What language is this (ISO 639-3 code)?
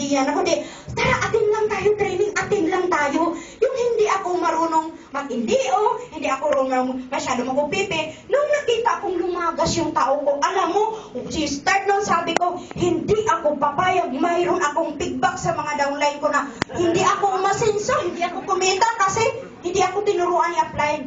fil